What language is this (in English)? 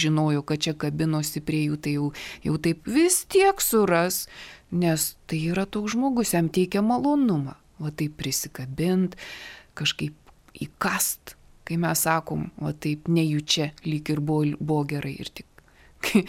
Lithuanian